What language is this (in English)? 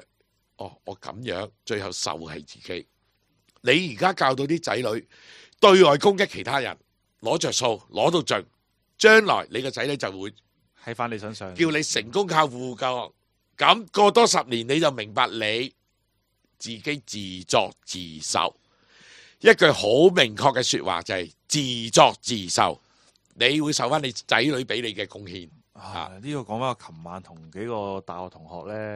Cantonese